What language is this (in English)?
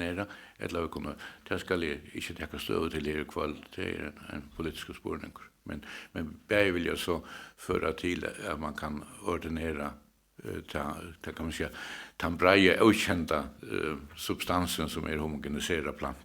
Faroese